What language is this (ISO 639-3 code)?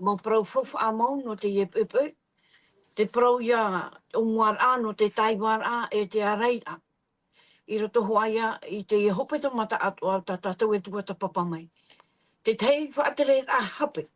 tah